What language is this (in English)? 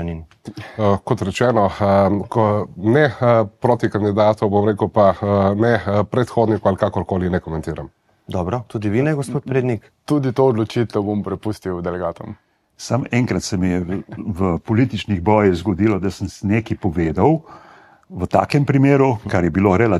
Slovenian